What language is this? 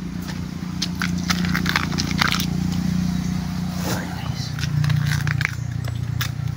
Filipino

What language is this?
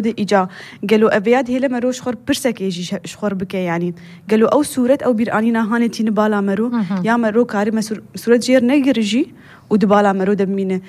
Kurdish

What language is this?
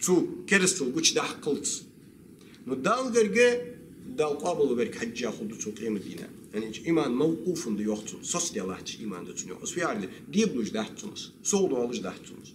Ingush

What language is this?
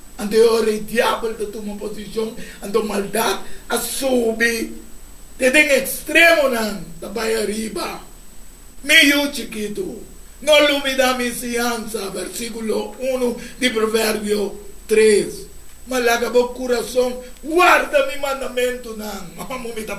Papiamento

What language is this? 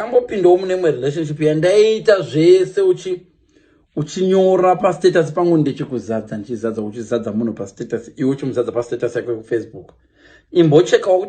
Shona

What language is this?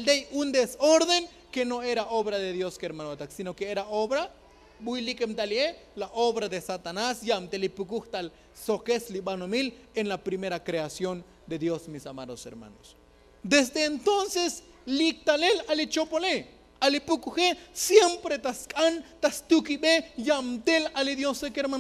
Tzotzil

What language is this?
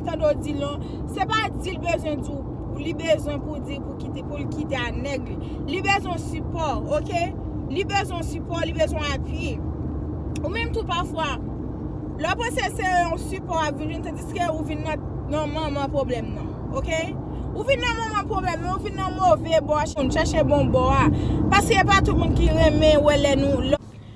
Haitian Creole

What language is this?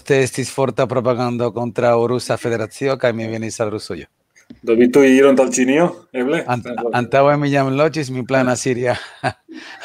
Esperanto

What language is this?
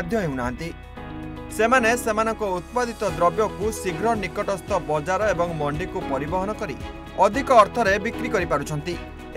Odia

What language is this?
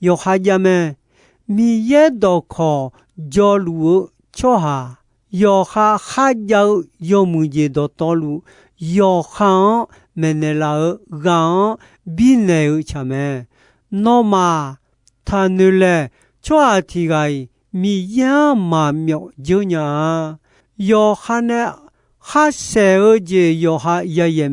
Akha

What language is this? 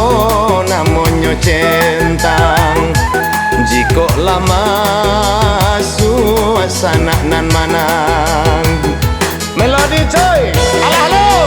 Minangkabau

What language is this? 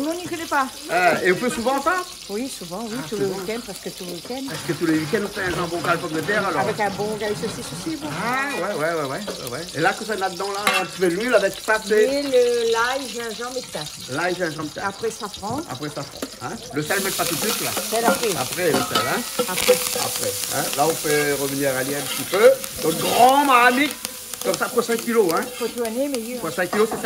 Réunion Creole French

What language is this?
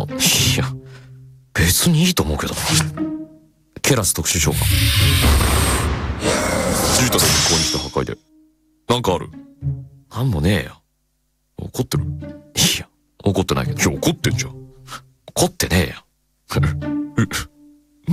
Japanese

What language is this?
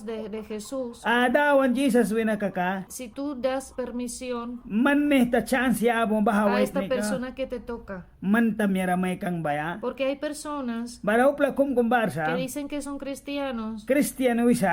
Mískito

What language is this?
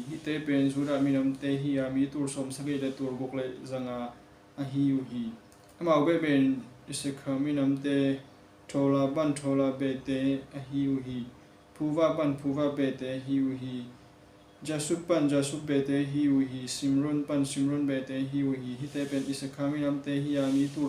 Tedim Chin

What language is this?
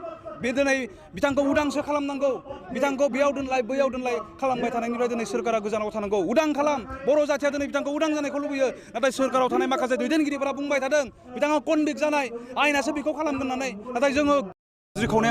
Bodo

